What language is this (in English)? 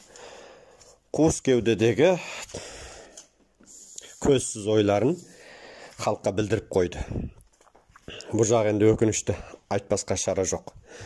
Kazakh